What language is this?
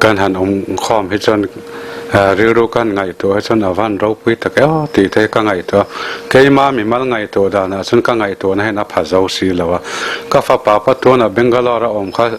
Mizo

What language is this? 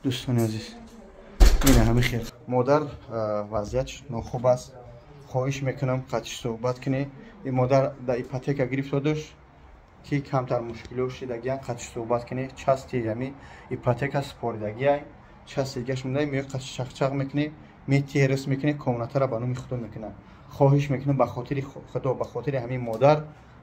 Tajik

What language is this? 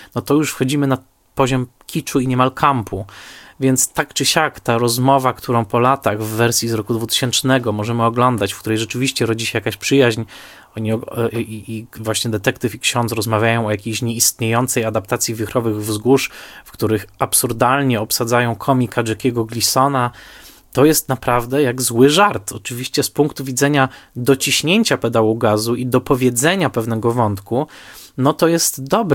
Polish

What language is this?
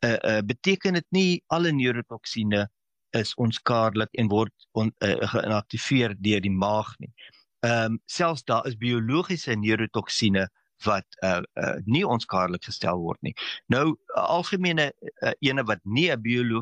Afrikaans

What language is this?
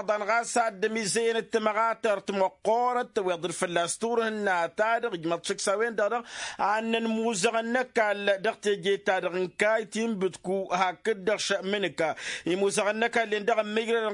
Tamasheq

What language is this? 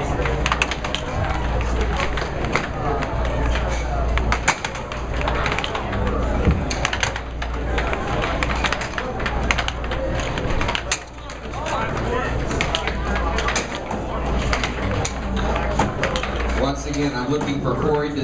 English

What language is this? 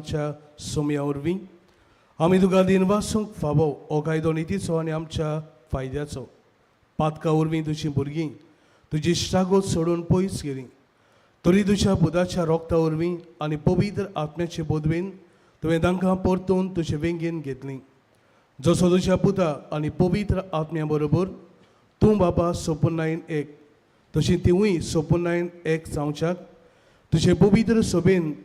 Konkani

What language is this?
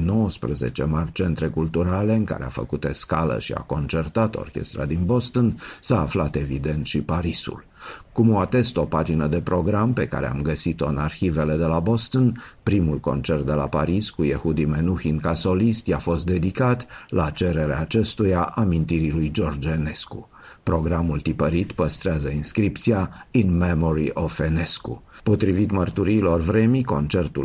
Romanian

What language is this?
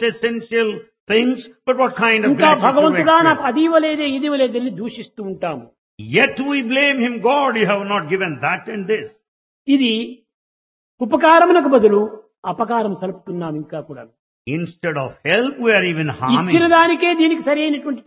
Telugu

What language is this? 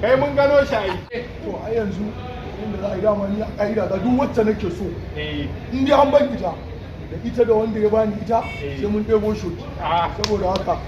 Hausa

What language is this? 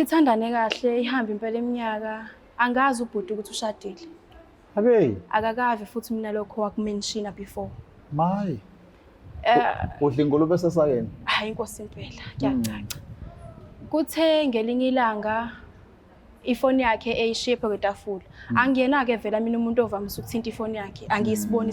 Zulu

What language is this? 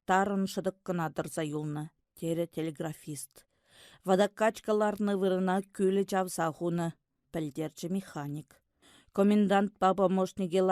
Chuvash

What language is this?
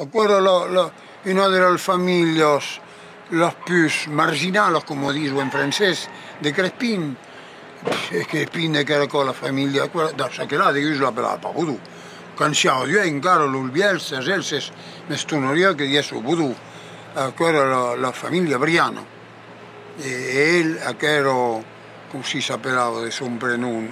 Occitan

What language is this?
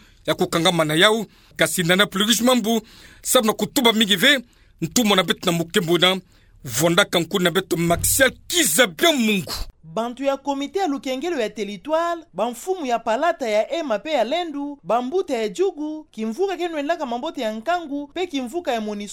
Kituba (Democratic Republic of Congo)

